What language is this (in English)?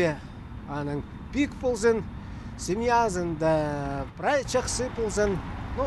Khakas